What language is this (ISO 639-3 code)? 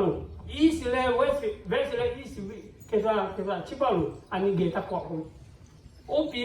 lhu